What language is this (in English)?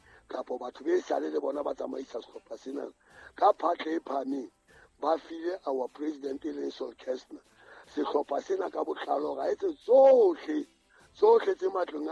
Southern Sotho